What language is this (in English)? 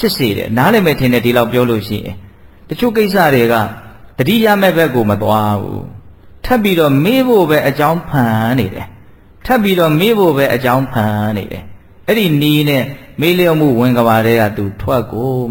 Burmese